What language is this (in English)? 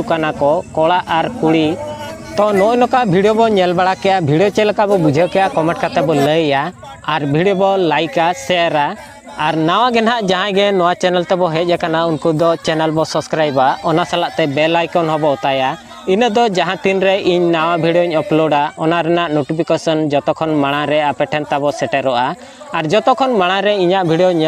Santali